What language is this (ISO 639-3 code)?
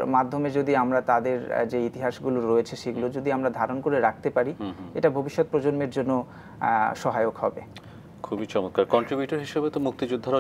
ben